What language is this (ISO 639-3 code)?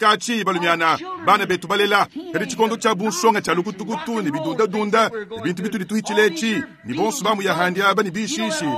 lua